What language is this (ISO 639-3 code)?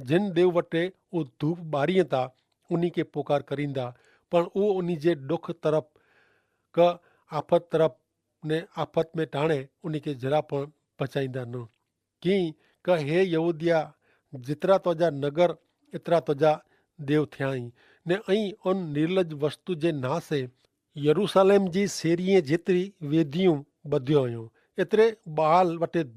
kfr